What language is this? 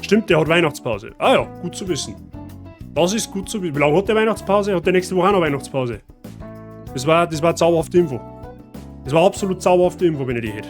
Bavarian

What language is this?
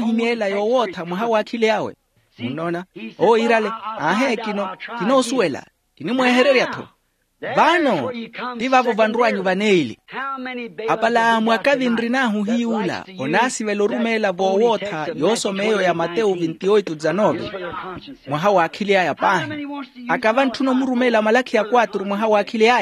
Makhuwa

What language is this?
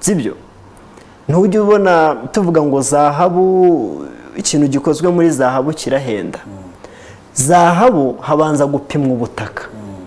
Kinyarwanda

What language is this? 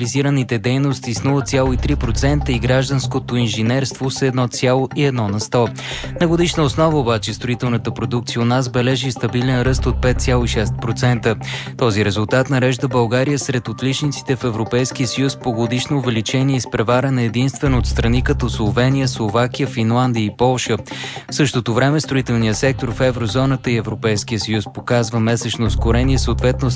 Bulgarian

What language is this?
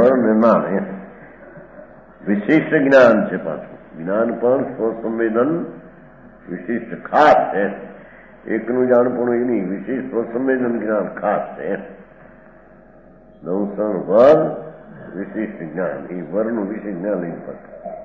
Gujarati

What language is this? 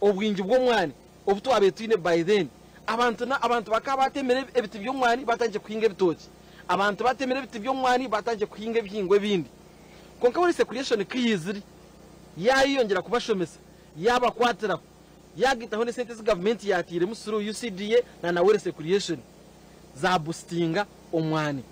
Nyankole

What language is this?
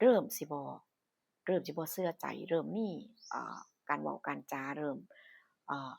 Northeastern Thai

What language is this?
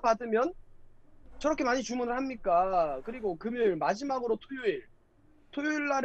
Korean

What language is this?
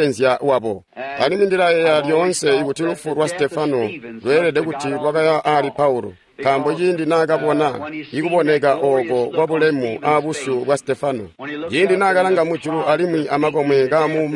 Tonga (Zambia)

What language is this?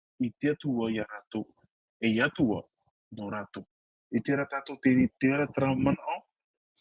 Tahitian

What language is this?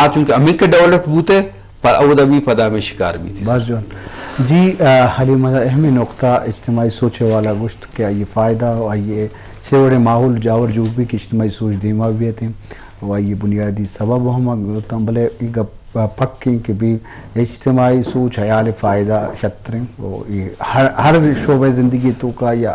Eastern Balochi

